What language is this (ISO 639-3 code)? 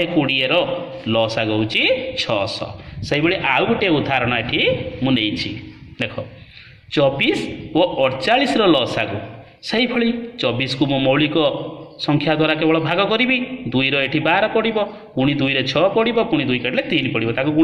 ori